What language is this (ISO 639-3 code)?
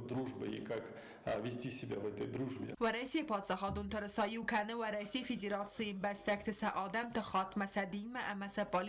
oss